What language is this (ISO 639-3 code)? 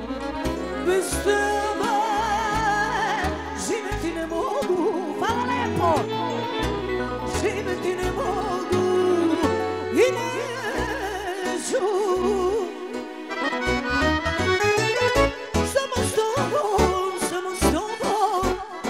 srp